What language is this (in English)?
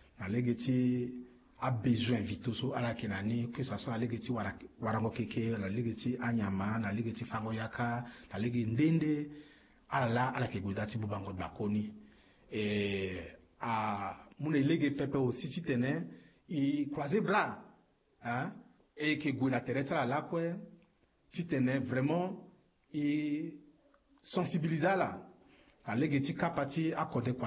Sango